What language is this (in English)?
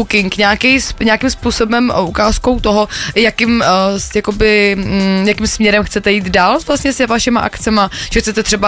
Czech